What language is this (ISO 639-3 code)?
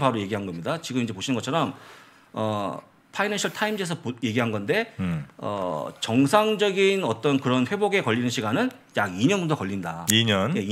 kor